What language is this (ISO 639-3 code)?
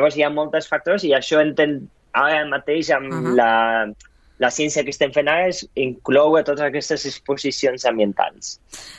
cat